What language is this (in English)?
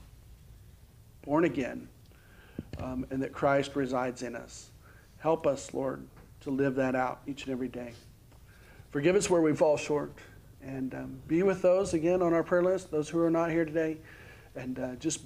English